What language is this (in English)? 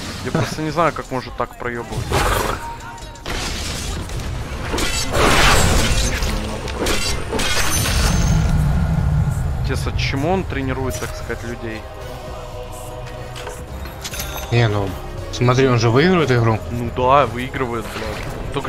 Russian